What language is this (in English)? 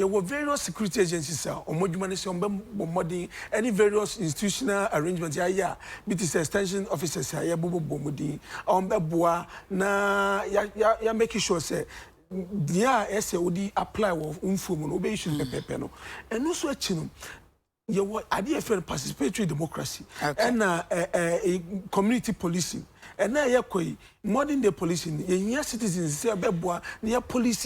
Akan